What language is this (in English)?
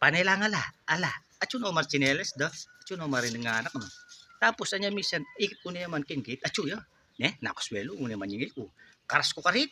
Pampanga